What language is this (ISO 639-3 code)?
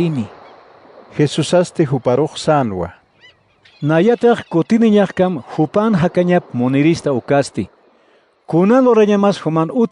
aym